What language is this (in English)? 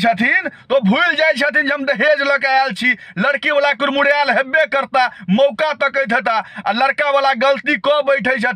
Maithili